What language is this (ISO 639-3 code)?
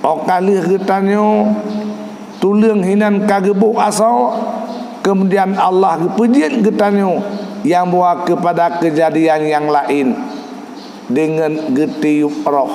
ace